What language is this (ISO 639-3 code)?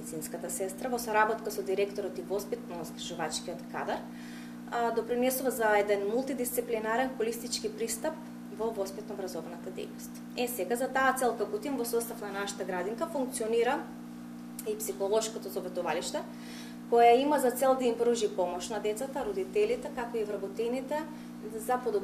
mkd